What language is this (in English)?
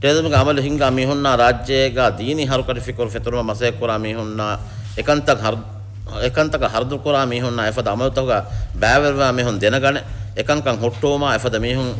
Divehi